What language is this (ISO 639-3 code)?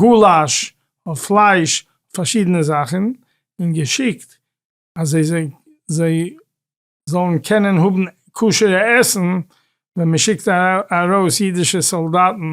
yid